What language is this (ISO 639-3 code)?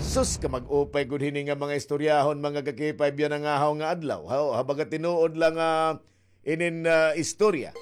war